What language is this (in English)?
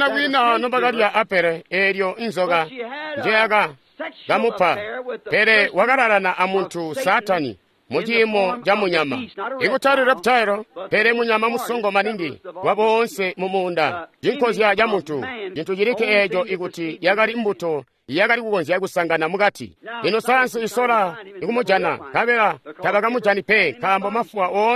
Tonga (Zambia)